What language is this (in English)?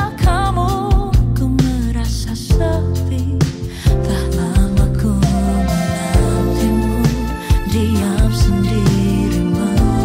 Indonesian